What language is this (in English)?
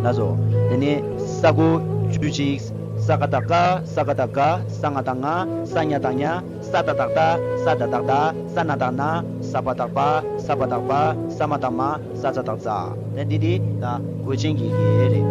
Tibetan